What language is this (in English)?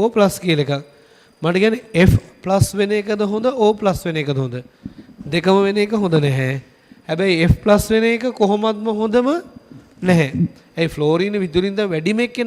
Sinhala